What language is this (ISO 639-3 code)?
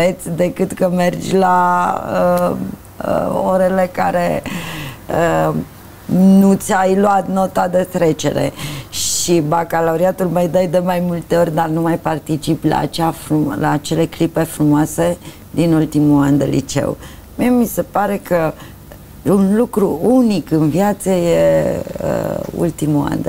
ron